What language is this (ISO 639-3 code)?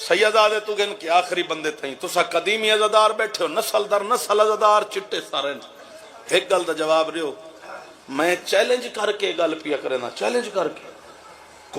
skr